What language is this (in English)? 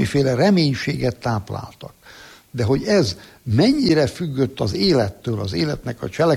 Hungarian